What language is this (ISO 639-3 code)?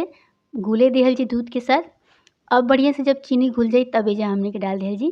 bho